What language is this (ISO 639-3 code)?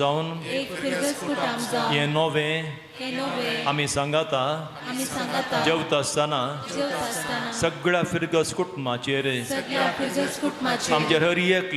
kok